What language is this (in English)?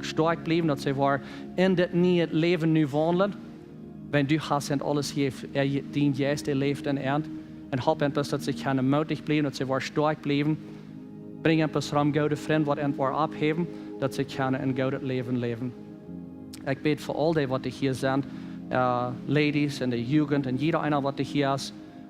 Plautdietsch